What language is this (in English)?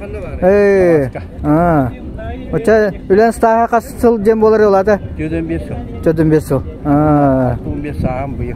Yakut